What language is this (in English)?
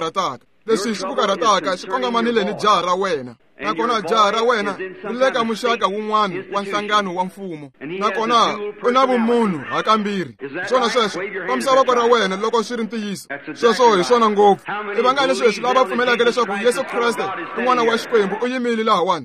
Tsonga